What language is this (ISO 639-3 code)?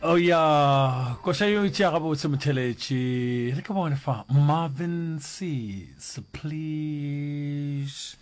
nso